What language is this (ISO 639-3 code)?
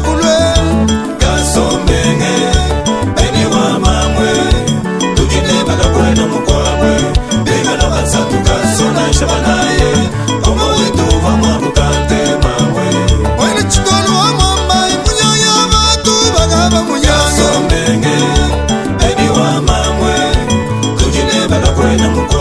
lua